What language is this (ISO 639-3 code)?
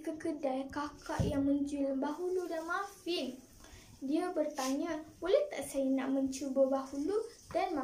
msa